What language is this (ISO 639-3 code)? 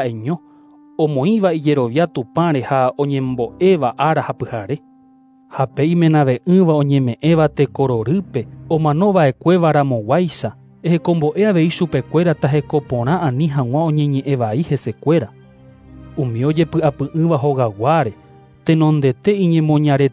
grn